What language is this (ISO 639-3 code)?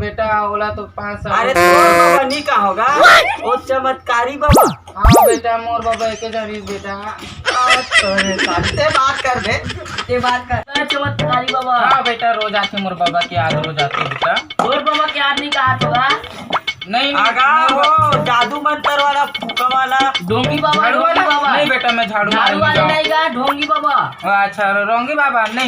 hne